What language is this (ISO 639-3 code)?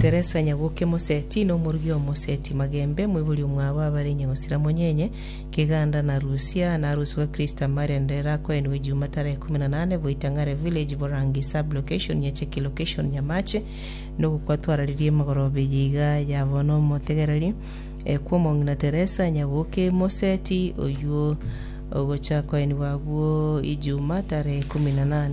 guz